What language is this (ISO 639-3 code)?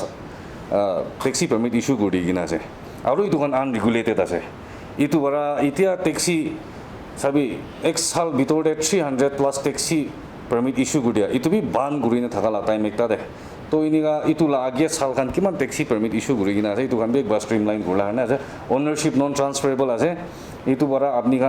nag